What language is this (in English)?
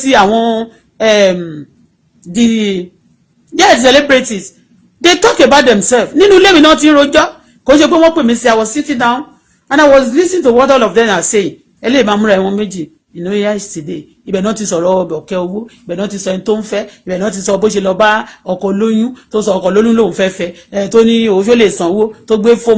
Yoruba